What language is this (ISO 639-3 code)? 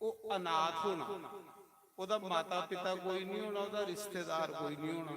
doi